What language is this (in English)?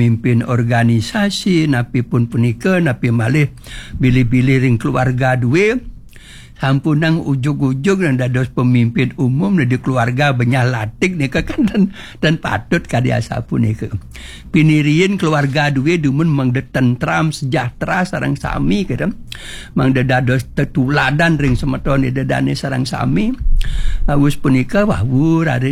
Balinese